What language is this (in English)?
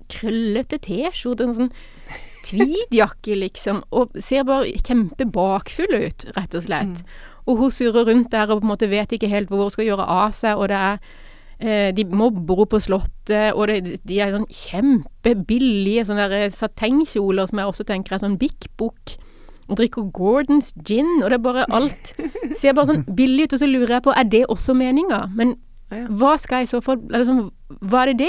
Norwegian